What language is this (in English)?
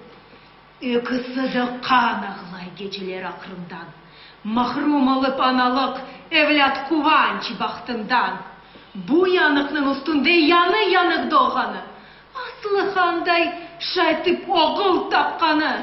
Crimean Tatar